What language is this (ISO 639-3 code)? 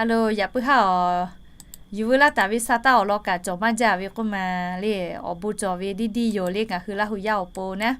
lhu